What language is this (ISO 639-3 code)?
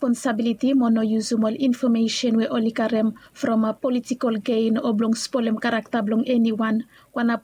bis